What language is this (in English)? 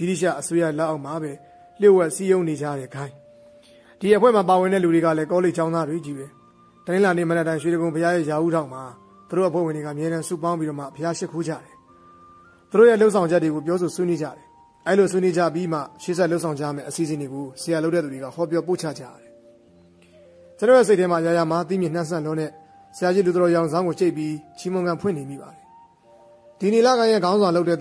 Burmese